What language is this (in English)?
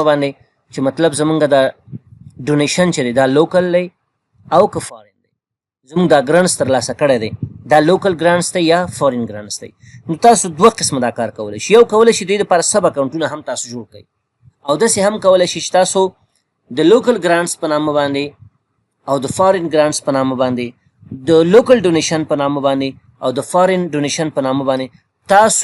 Pashto